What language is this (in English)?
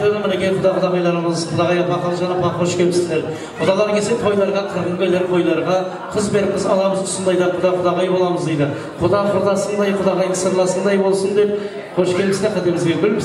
Kara-Kalpak